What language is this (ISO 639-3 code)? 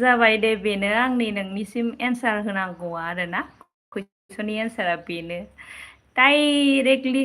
brx